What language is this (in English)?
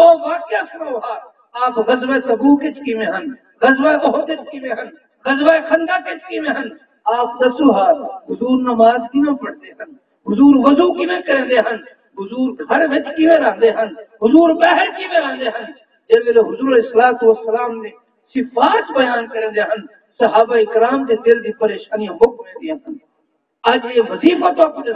Saraiki